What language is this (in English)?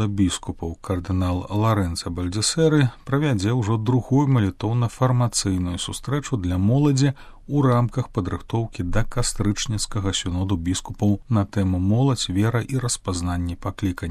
Belarusian